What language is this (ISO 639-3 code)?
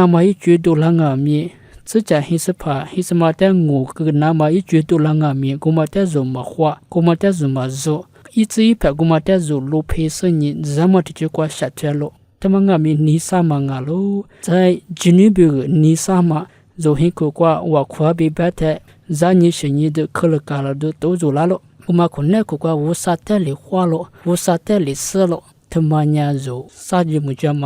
lis